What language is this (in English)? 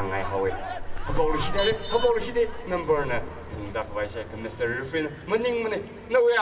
Tangkhul Naga (India)